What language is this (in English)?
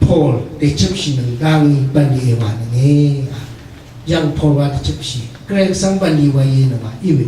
Rawang